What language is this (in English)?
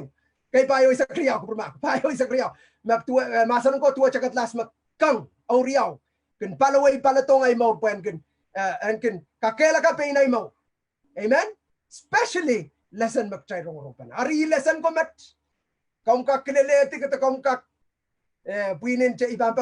Pohnpeian